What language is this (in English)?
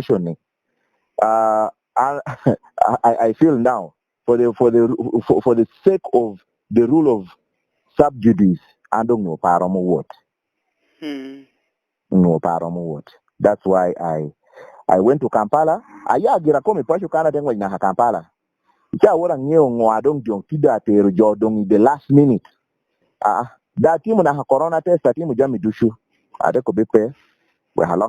Lango (Uganda)